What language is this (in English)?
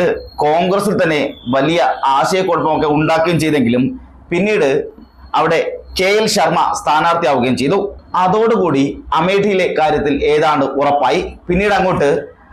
Malayalam